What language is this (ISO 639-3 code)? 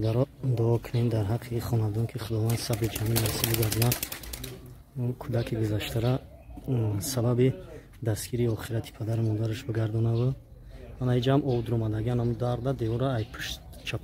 tgk